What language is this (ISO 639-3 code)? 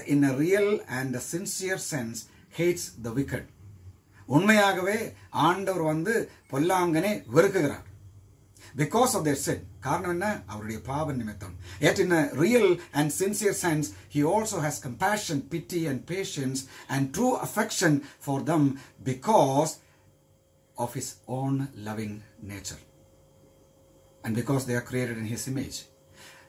tam